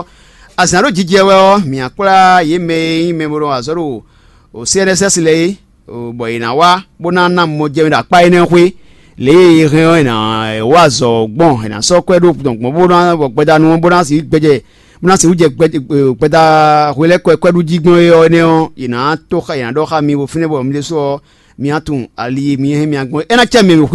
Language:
Fon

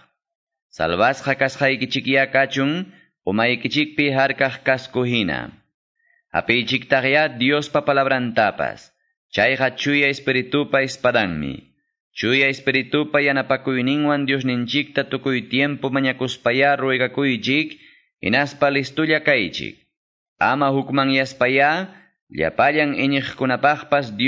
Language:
Quechua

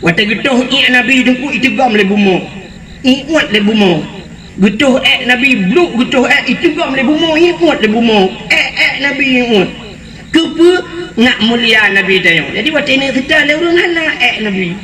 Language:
Achinese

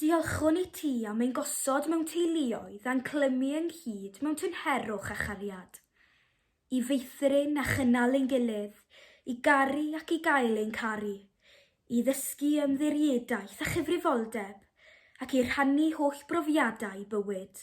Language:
Welsh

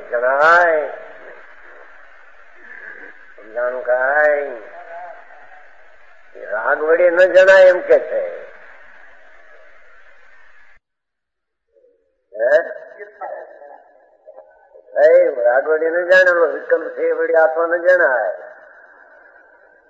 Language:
Gujarati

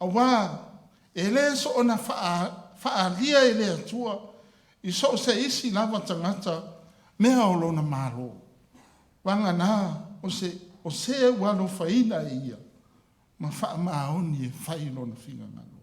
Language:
Samoan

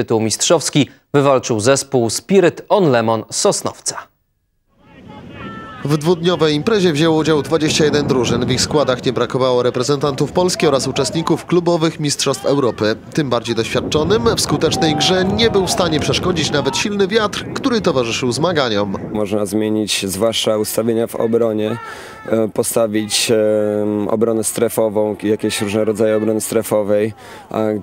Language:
Polish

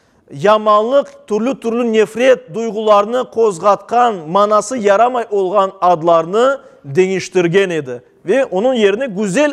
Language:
Crimean Tatar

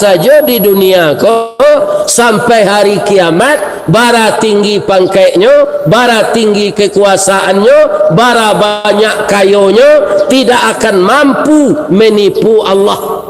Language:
Minangkabau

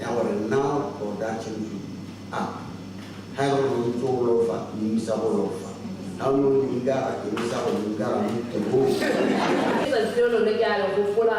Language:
Tswana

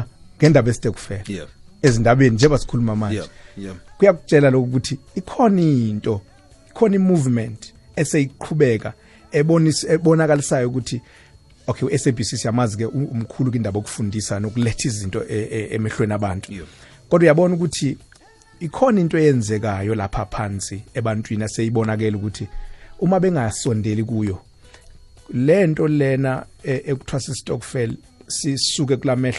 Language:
South Ndebele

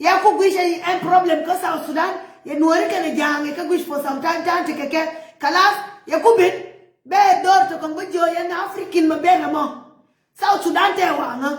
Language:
Nuer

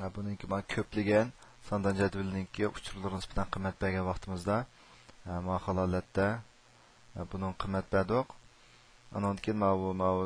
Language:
Uyghur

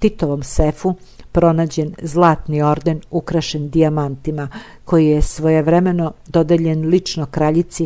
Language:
Serbian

